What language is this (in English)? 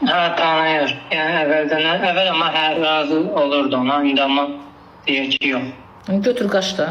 Azerbaijani